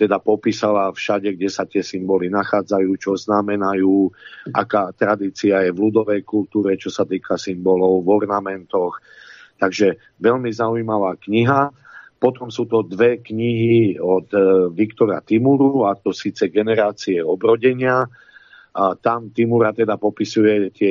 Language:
Slovak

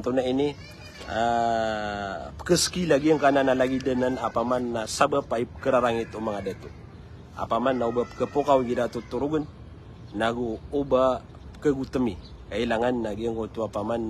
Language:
Maranao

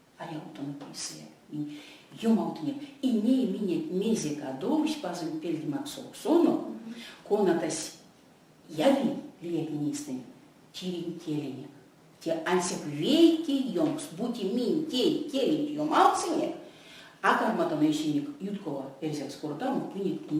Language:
Erzya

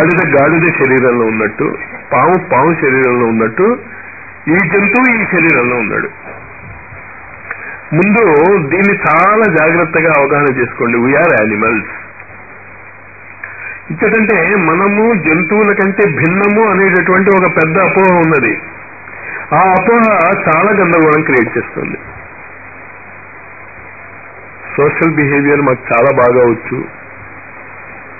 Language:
Telugu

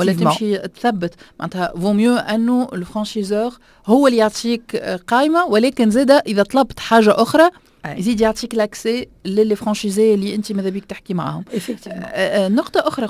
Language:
Tunisian Arabic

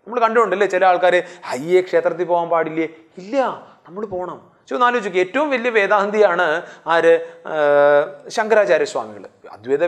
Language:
Malayalam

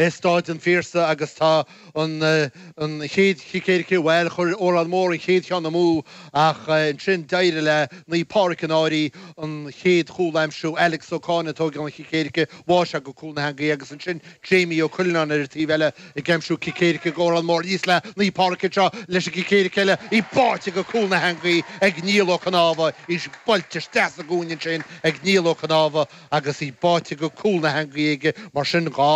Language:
Irish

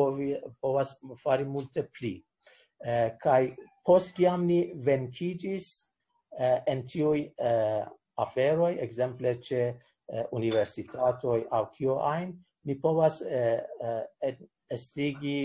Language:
Esperanto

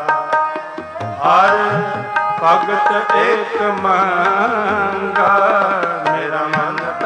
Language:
Punjabi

